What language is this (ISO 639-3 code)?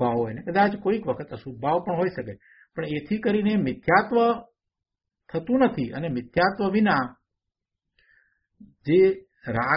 guj